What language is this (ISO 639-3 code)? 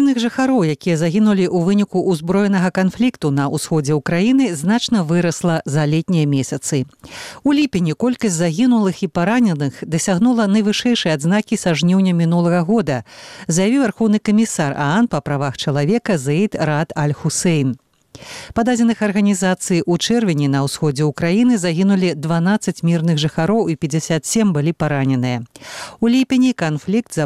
bel